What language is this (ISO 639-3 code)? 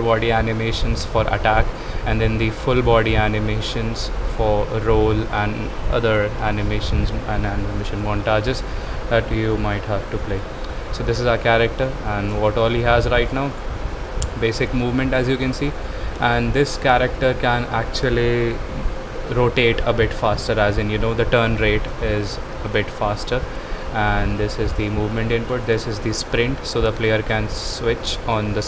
eng